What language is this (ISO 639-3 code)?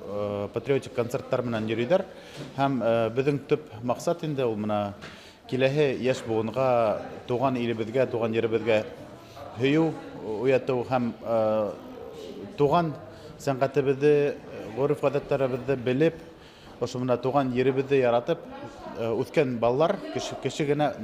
bak